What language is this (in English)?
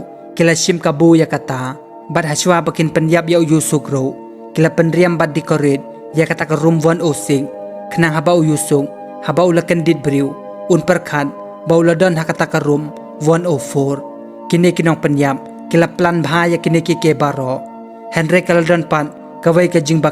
Khasi